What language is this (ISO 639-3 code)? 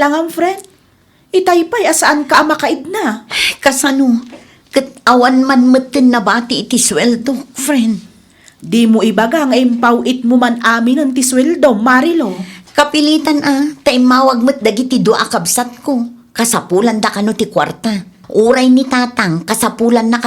ilo